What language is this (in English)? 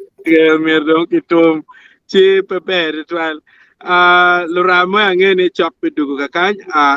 Acoli